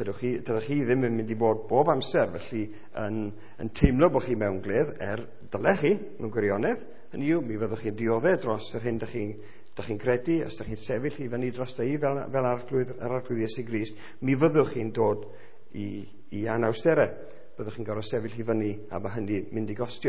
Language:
Welsh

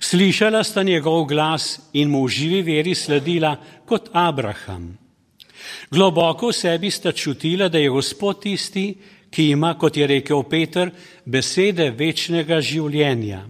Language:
Slovenian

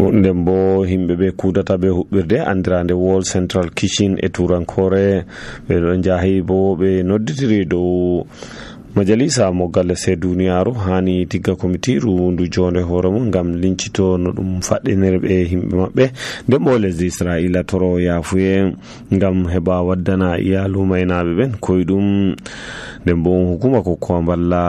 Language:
Nigerian Fulfulde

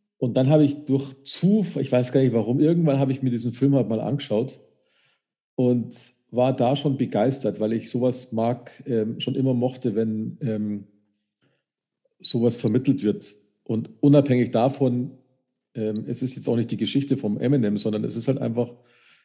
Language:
German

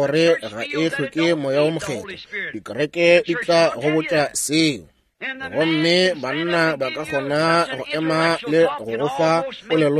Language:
Northern Sotho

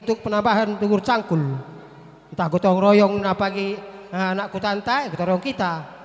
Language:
Batak Karo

